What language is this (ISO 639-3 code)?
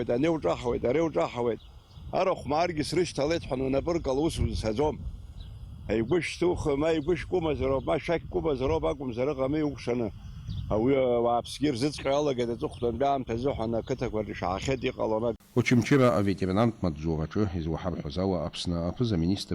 abk